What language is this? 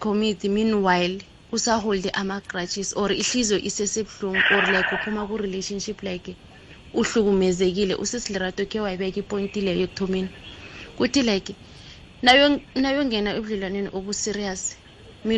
South Ndebele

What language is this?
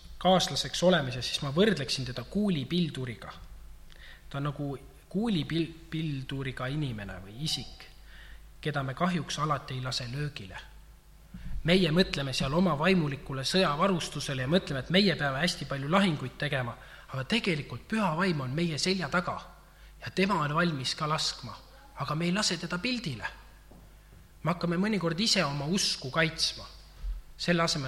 Estonian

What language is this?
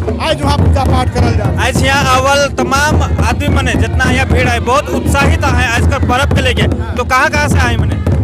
Sadri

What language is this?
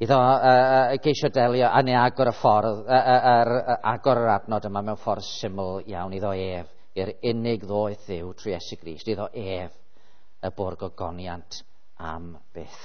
Welsh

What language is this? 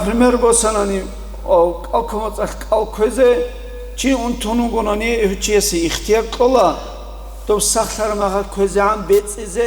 Avaric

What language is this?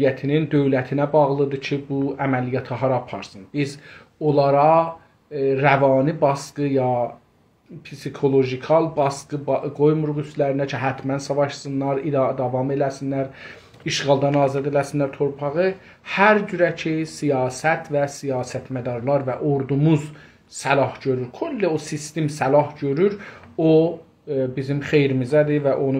South Azerbaijani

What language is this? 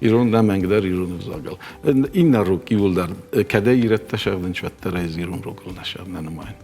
Ossetic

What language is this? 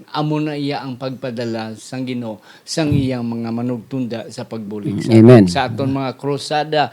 Hiligaynon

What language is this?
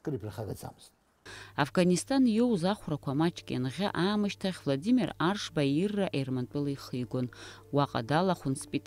Abkhazian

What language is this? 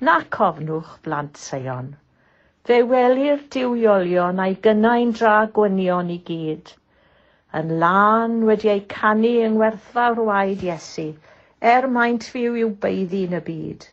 Welsh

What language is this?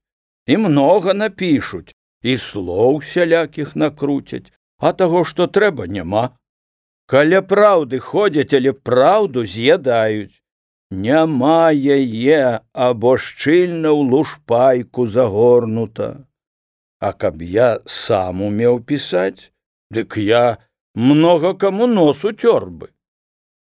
Belarusian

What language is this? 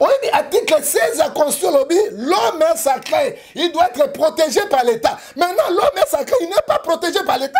Lingala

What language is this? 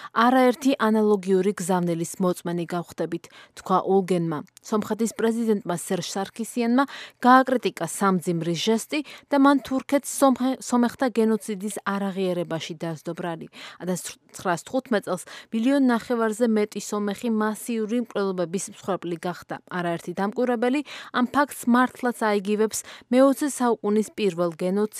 Georgian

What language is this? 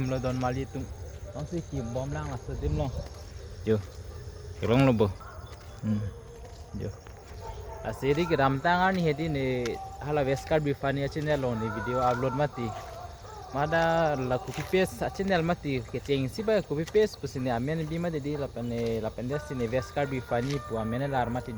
Karbi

